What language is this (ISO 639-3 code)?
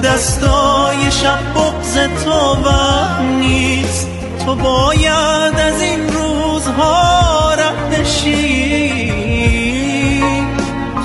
fas